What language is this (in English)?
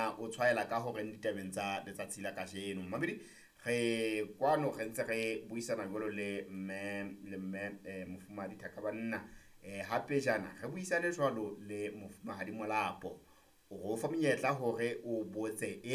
Southern Sotho